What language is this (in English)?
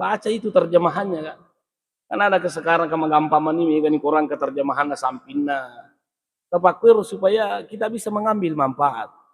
Buginese